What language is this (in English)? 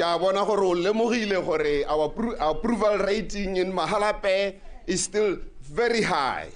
Tswana